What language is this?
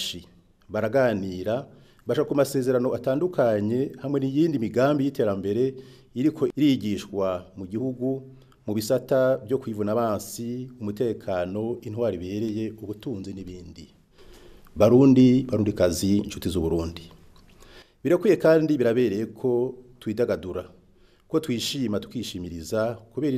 Rundi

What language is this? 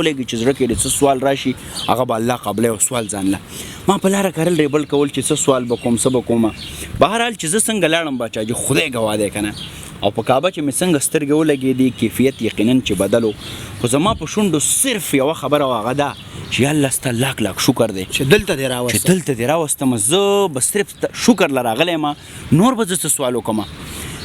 Pashto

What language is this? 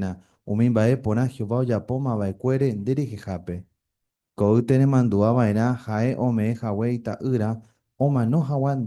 Guarani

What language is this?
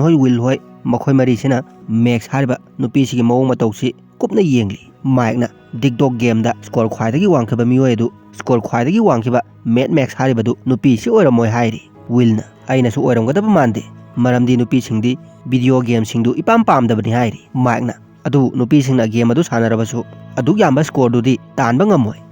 Manipuri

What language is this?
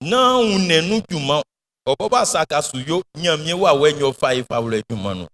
Baoulé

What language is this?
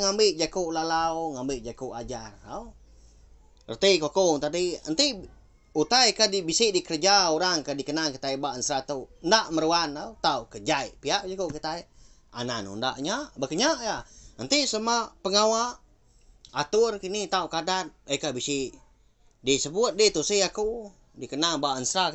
Iban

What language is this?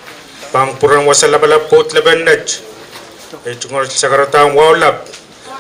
Pohnpeian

